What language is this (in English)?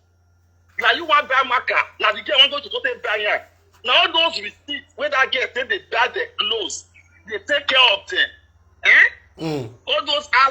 Nigerian Pidgin